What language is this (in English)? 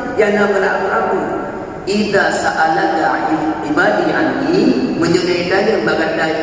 Achinese